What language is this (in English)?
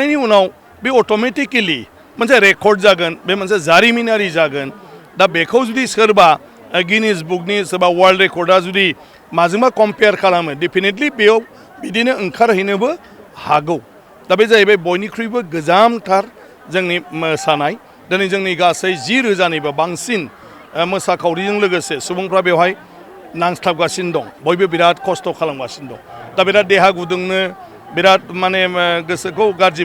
Bodo